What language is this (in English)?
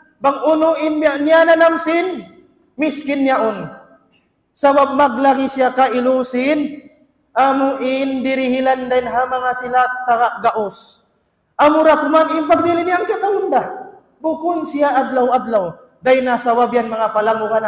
Tausug